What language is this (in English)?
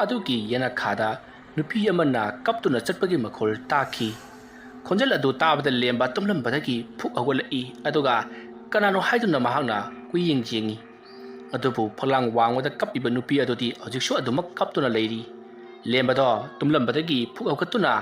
Manipuri